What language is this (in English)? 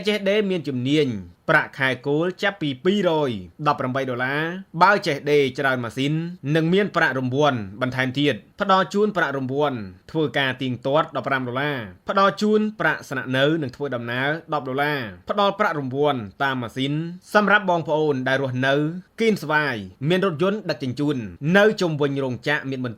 Khmer